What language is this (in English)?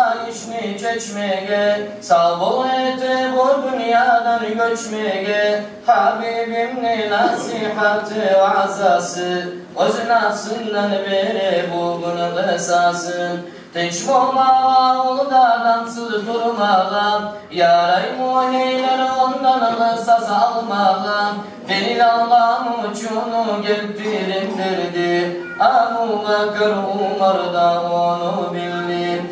Kumyk